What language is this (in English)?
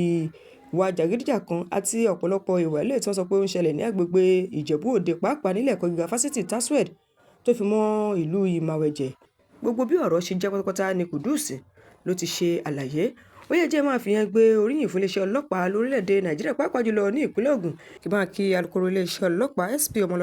Yoruba